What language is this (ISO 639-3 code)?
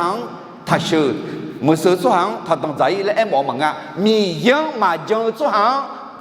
ahk